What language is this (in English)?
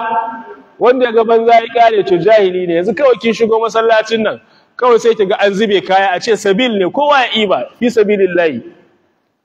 Hausa